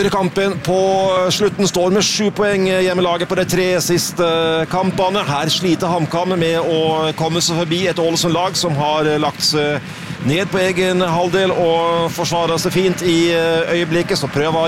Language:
Norwegian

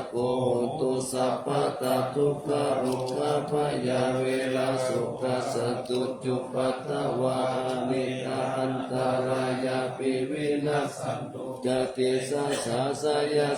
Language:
Pali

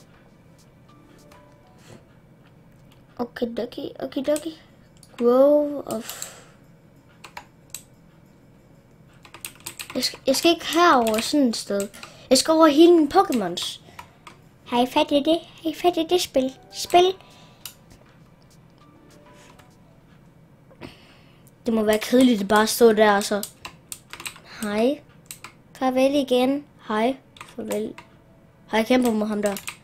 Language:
Danish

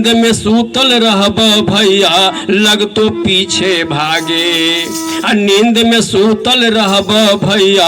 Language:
Magahi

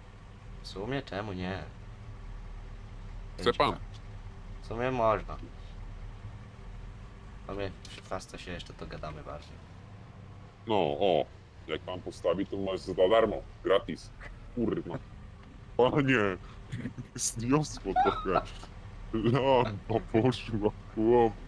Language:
Polish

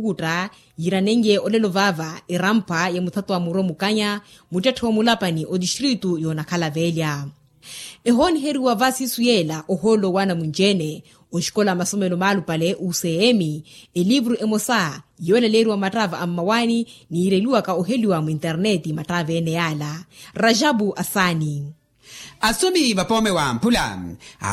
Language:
Makhuwa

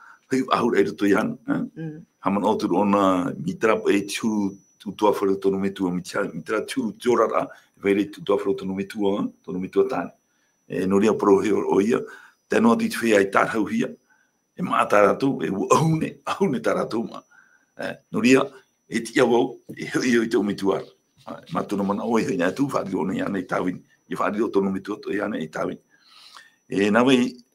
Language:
Tahitian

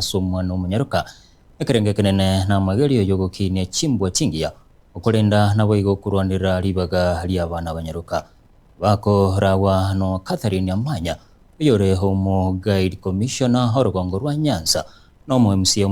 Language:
Gusii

